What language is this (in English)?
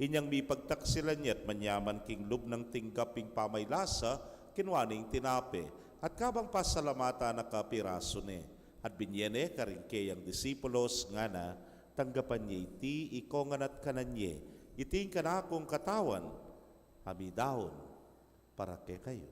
Pampanga